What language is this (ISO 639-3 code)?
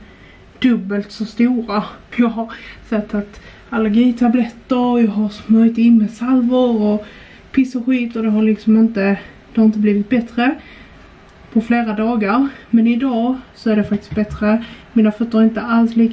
swe